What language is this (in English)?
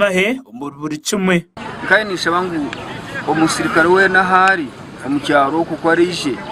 Nyankole